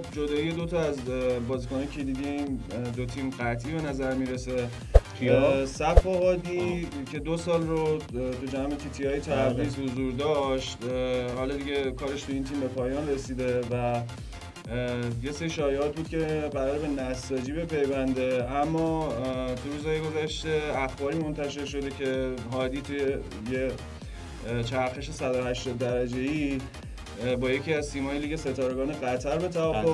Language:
Persian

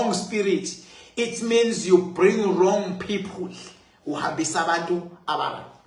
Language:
Zulu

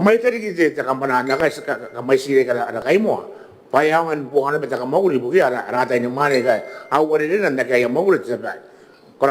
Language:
Gilbertese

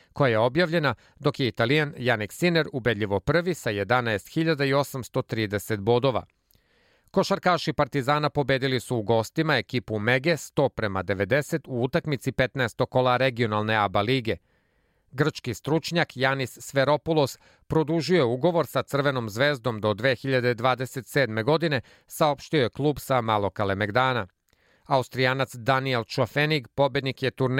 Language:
Serbian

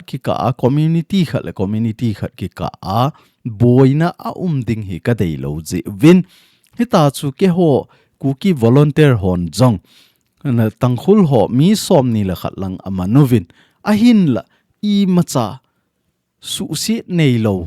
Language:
Thado Chin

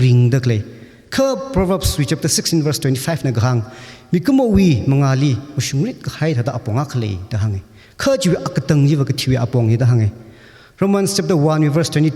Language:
Tangkhul Naga (India)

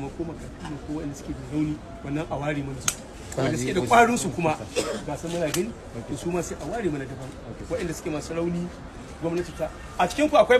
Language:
Hausa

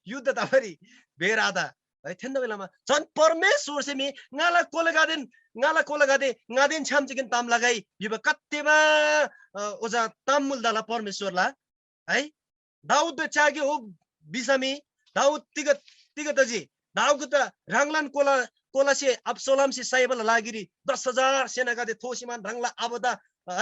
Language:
Eastern Tamang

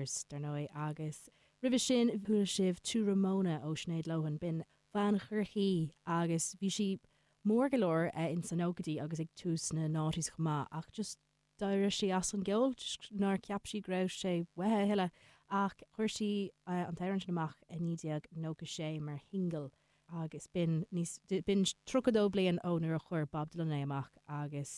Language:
Irish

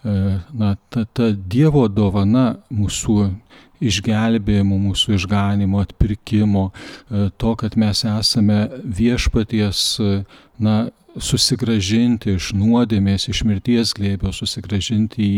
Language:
Lithuanian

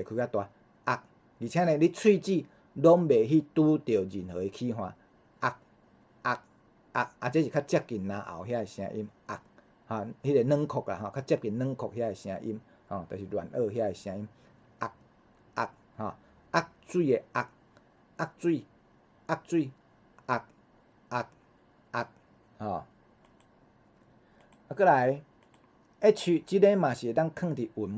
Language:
Min Nan Chinese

